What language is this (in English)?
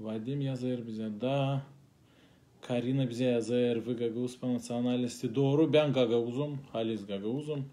Gagauz